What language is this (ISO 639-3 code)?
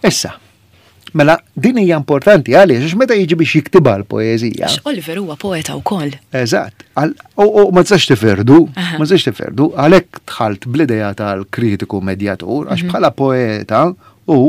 mlt